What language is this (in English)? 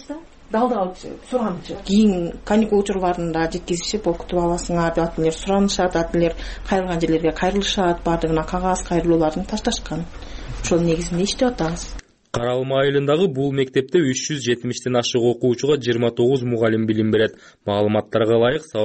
Kyrgyz